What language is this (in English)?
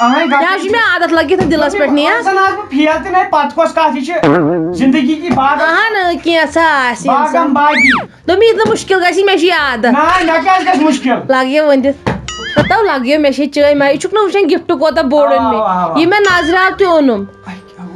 Kashmiri